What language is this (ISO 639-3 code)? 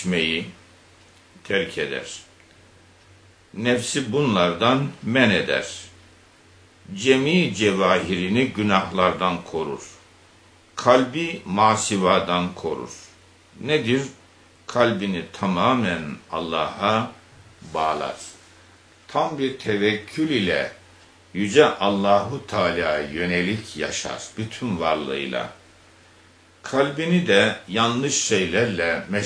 tur